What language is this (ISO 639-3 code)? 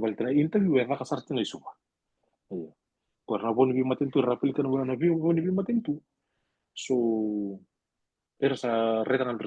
fij